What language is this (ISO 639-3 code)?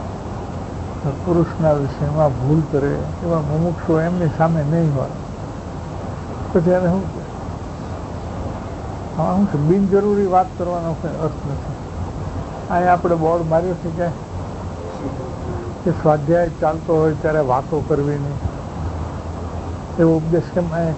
guj